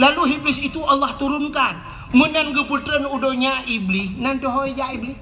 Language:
Achinese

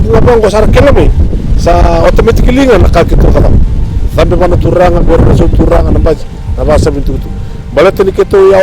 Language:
Fijian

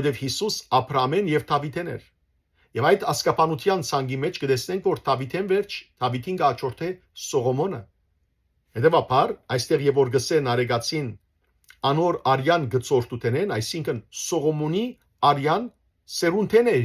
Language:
Western Armenian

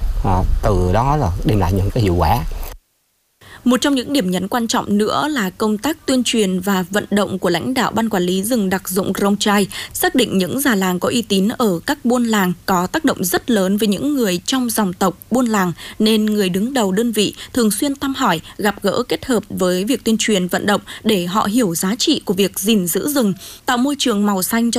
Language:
Vietnamese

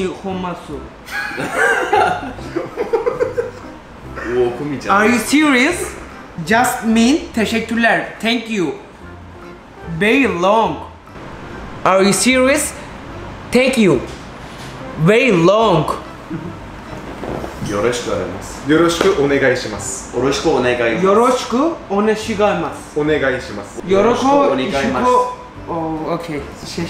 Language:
Japanese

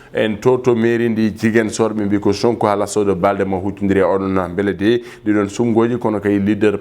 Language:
Fula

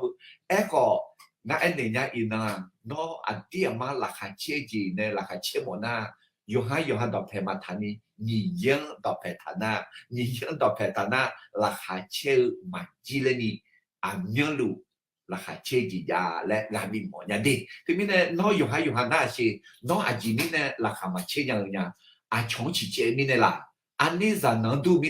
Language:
Akha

